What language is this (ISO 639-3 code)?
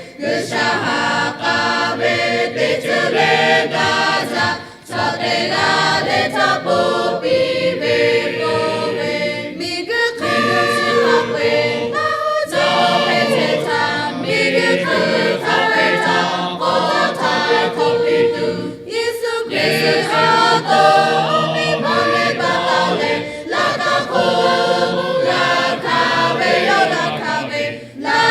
lhu